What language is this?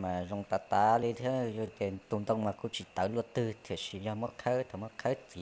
Hmong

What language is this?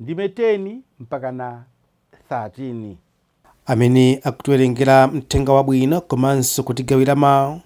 Nyanja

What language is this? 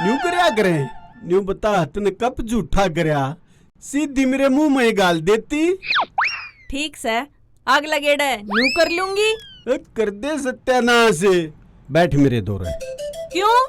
Haryanvi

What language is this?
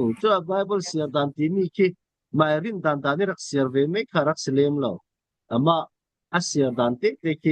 Falam Chin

